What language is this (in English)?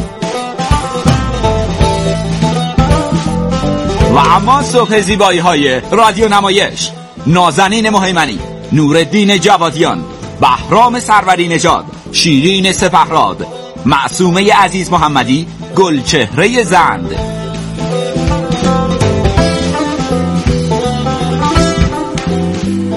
Persian